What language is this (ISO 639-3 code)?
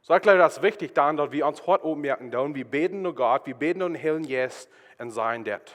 pdt